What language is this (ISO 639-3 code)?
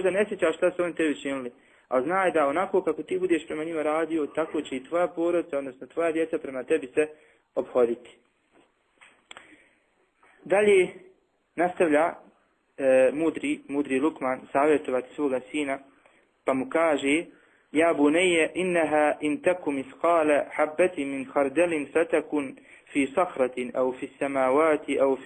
bos